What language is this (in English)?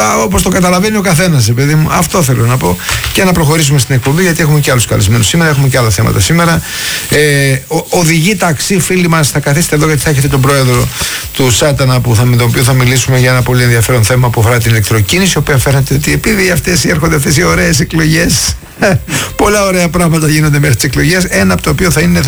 Greek